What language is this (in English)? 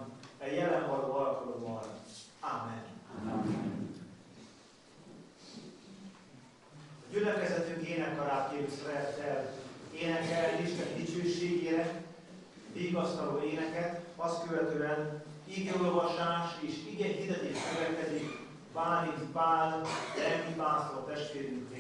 Hungarian